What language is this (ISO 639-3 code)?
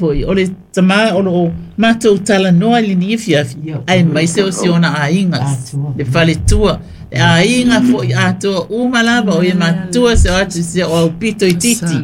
smo